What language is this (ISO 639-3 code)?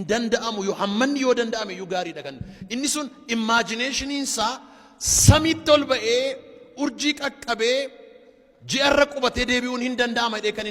orm